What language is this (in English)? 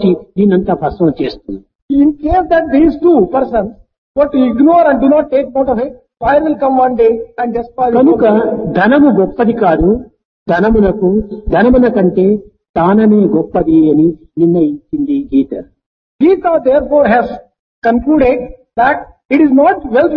Telugu